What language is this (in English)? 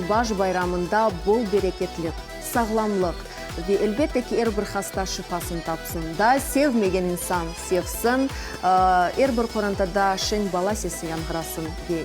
Crimean Tatar